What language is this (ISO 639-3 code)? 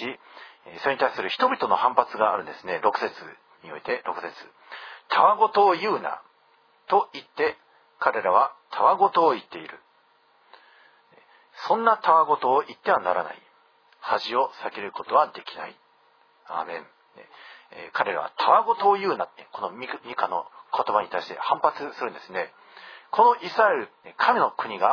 jpn